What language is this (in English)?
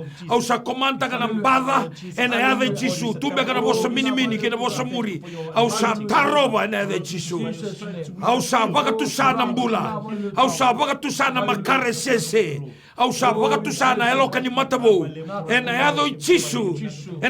Fijian